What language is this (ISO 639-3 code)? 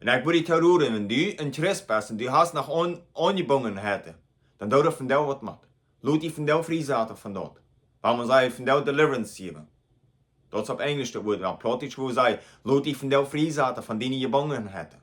pdt